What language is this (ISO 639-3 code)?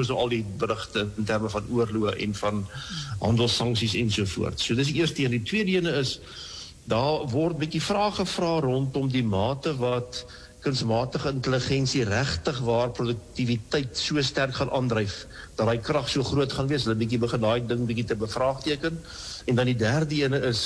afr